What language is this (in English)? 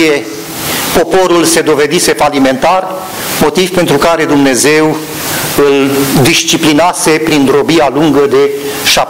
Romanian